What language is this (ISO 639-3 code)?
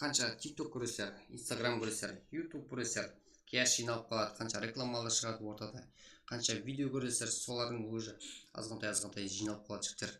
kaa